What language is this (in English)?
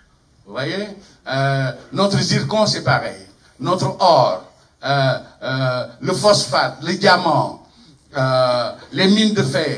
French